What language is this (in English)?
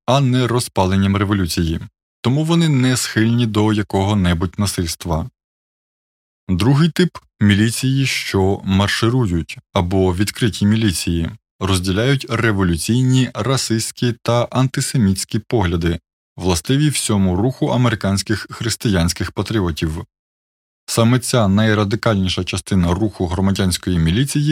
Ukrainian